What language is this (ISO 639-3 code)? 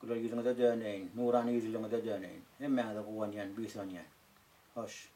tuk